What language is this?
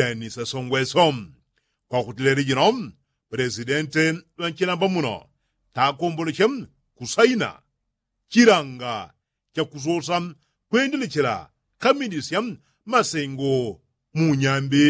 Yao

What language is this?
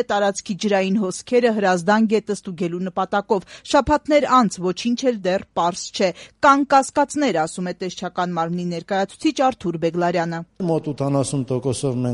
Armenian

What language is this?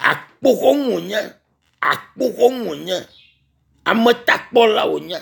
Ewe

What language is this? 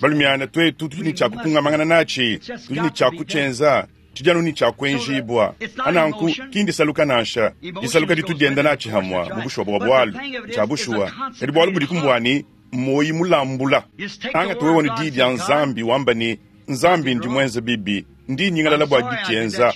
Luba-Lulua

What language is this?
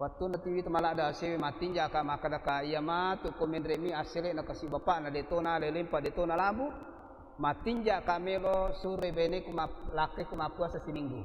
Buginese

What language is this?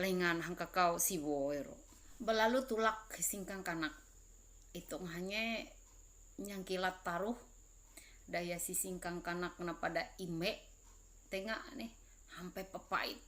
Ma'anyan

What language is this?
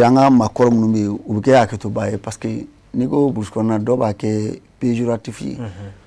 Bambara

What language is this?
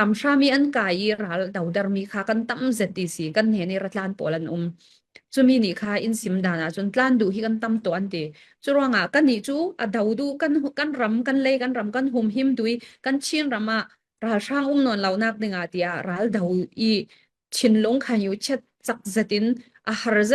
Falam Chin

